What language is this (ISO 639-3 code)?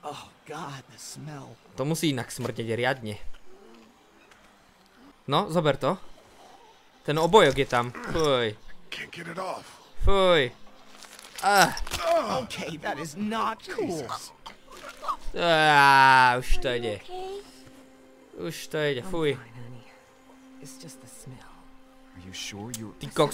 slk